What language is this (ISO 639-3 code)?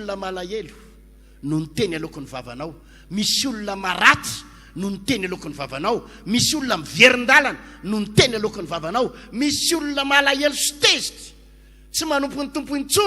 mlg